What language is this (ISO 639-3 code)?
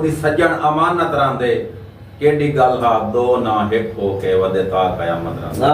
skr